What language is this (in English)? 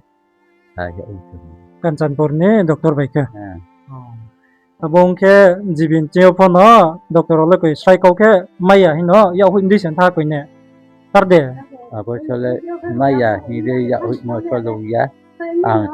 Riang (India)